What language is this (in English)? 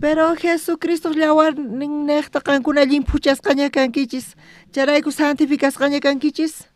South Bolivian Quechua